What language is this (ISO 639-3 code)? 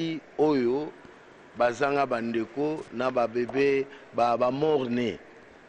lin